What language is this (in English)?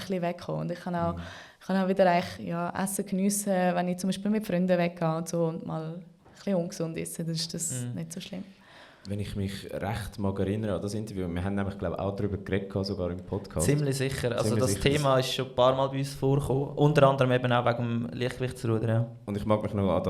Swiss German